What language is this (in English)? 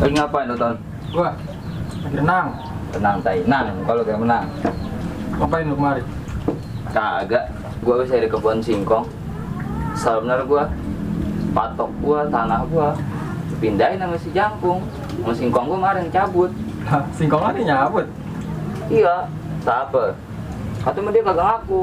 Betawi